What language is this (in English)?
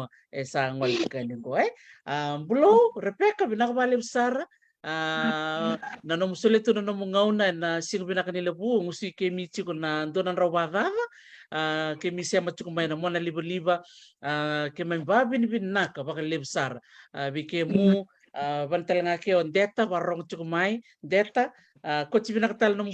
Fijian